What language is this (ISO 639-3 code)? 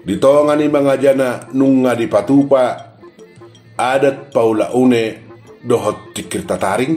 bbc